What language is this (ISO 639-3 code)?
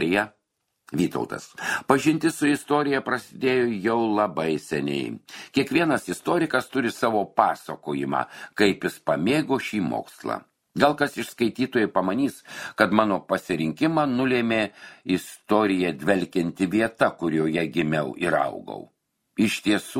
lit